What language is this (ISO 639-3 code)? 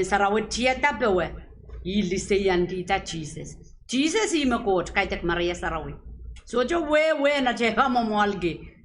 pon